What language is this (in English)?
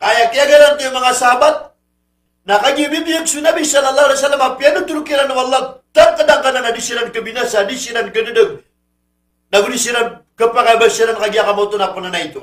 Maranao